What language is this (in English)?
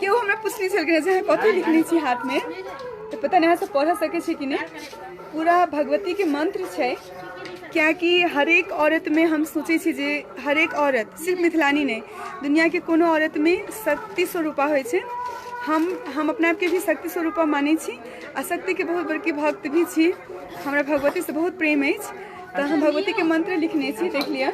Maithili